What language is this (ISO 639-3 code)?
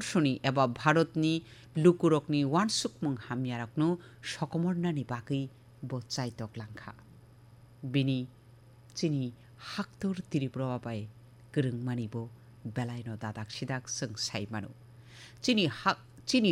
trp